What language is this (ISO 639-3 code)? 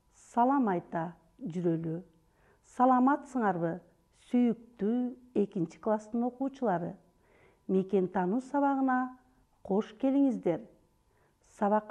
kir